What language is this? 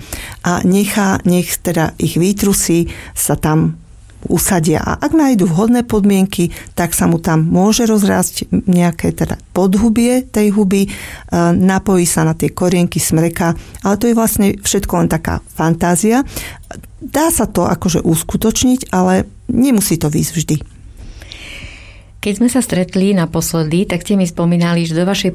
Slovak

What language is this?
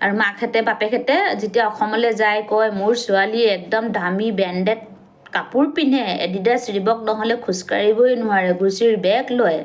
Assamese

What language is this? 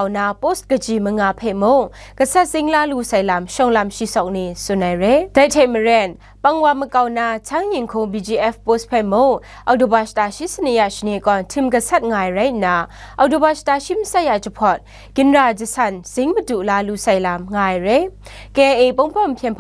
Kachin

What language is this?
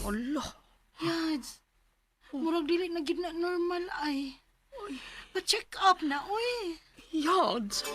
Cebuano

